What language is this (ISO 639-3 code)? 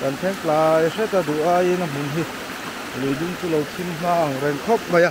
lus